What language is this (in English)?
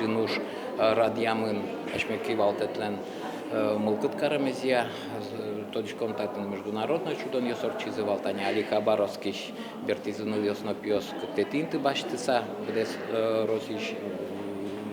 Udmurt